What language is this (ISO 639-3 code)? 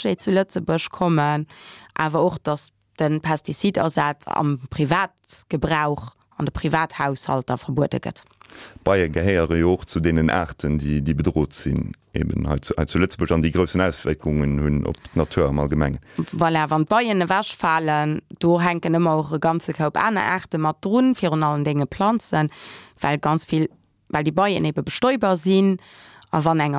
ltz